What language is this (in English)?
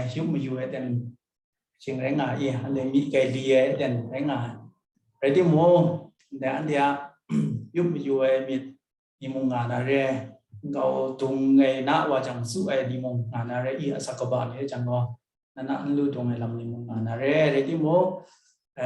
Kachin